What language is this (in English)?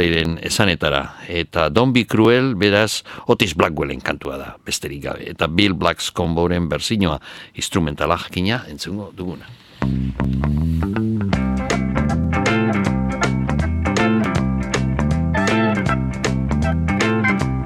Basque